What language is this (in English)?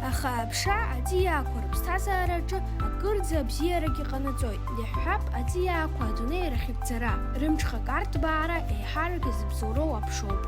Abkhazian